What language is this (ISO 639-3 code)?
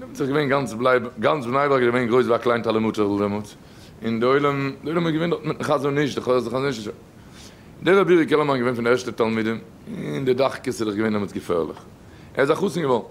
yid